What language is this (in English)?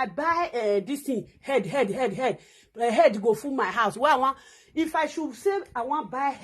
Nigerian Pidgin